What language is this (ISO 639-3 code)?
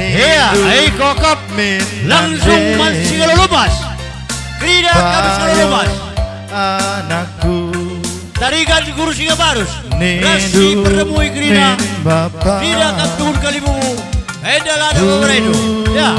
btx